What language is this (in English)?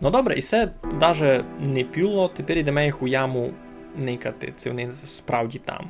Rusyn